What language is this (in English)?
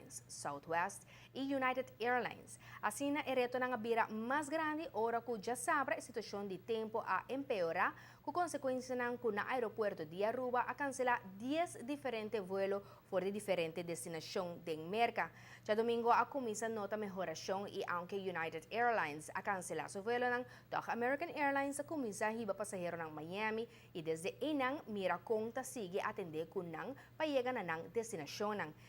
Papiamento